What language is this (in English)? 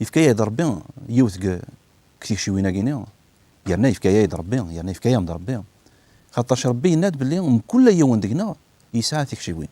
Kabyle